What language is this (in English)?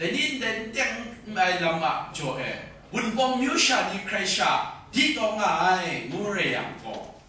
Kachin